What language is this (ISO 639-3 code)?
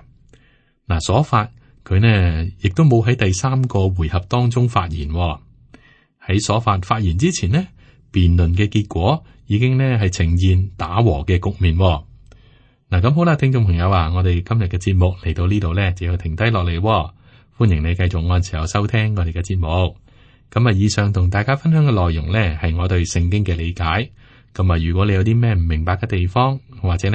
yue